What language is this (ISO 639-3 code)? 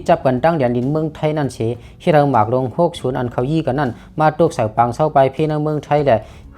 lao